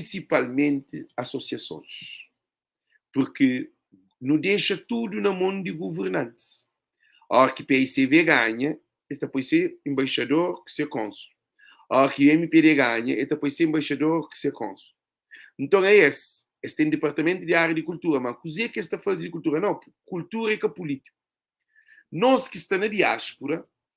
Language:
Kabuverdianu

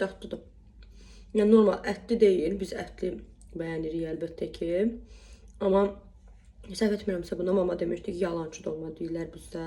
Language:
Azerbaijani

